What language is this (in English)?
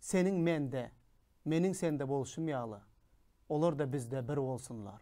Turkmen